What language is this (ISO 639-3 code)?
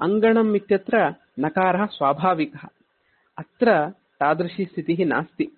san